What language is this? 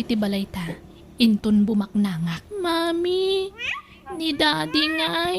Iloko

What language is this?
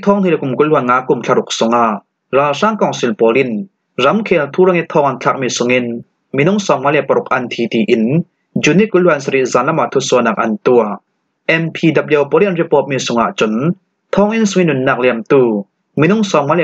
Falam Chin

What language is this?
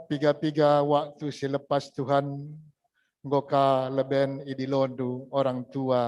Batak Karo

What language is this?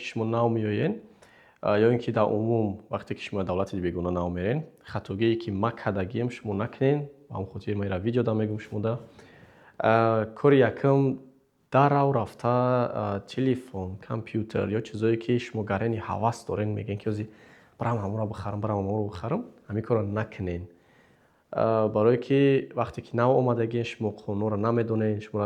Tajik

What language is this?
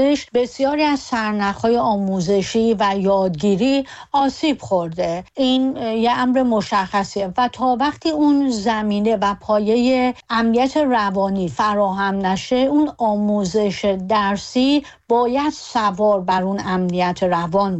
Persian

